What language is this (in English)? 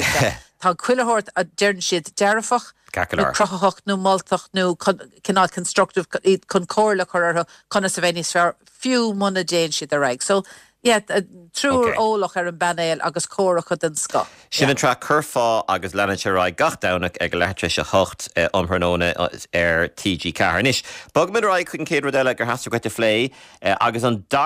Irish